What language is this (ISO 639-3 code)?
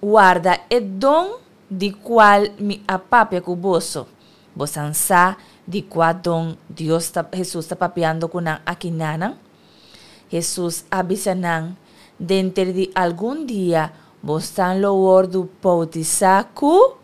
pap